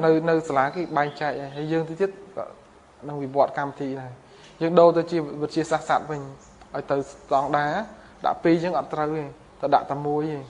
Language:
Khmer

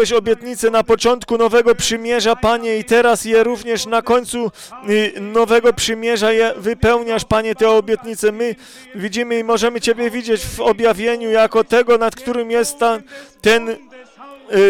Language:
Polish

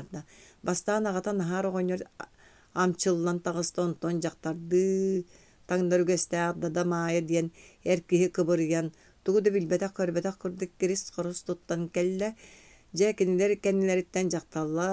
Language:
Yakut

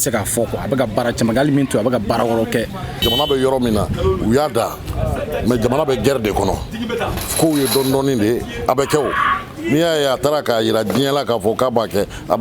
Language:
Bambara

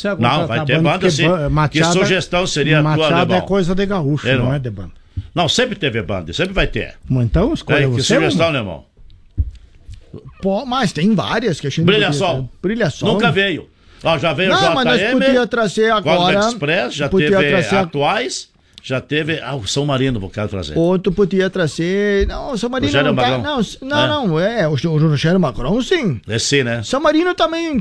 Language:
Portuguese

